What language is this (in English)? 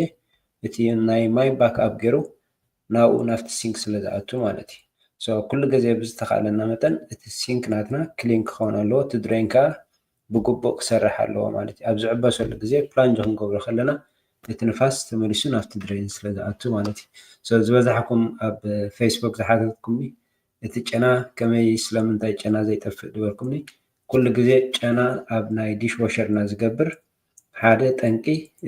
Tigrinya